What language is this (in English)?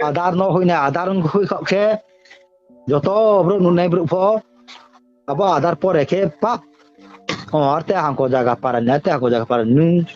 Riang (India)